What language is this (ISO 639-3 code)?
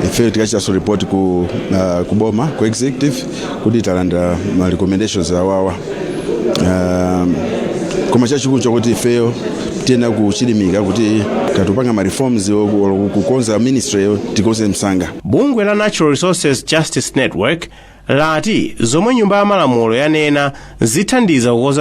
nya